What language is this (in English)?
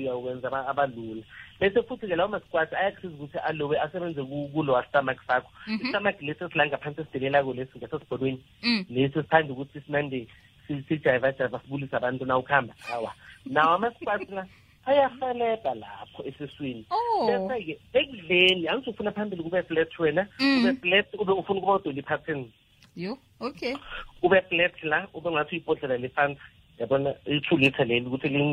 South Ndebele